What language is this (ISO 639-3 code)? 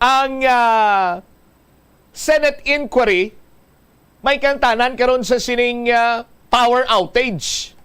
hil